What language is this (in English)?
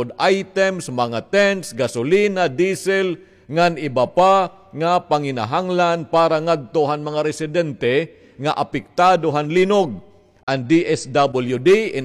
Waray